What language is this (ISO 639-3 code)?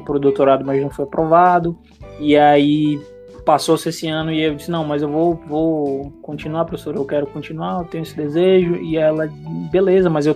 por